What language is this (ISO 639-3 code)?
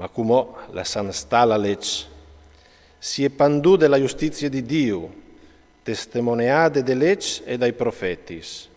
fur